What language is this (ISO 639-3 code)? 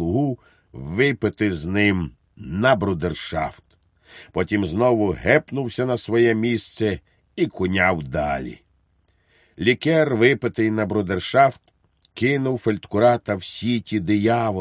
ukr